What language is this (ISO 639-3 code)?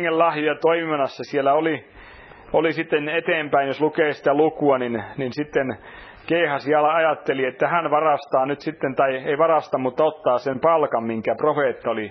fin